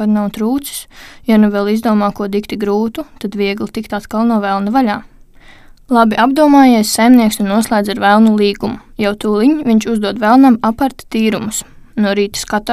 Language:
Latvian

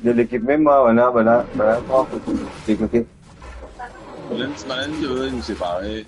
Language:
Morisyen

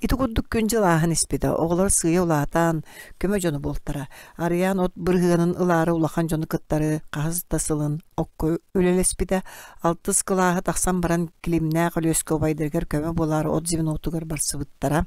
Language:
Yakut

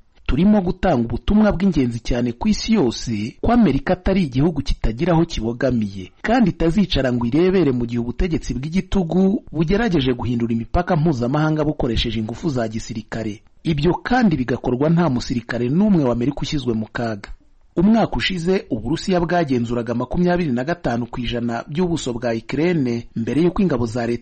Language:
Kinyarwanda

